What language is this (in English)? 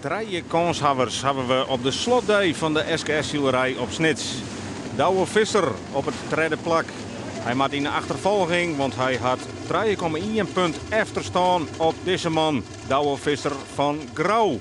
Western Frisian